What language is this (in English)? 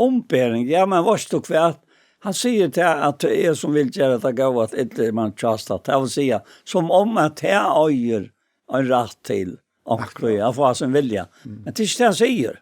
Faroese